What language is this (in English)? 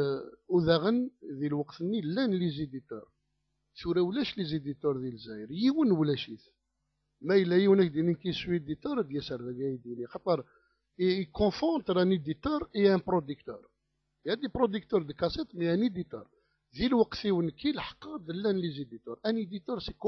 Kabyle